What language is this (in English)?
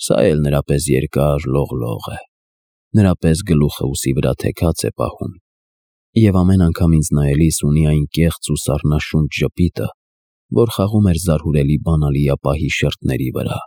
Armenian